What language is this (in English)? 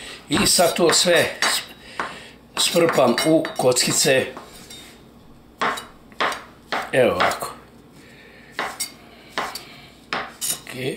Croatian